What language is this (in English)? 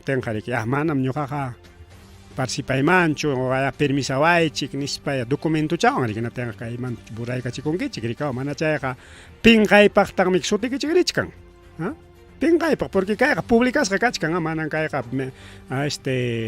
Ayacucho Quechua